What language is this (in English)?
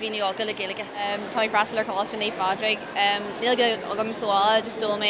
Irish